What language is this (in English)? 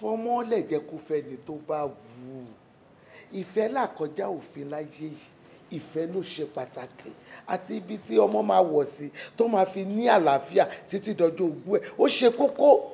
Yoruba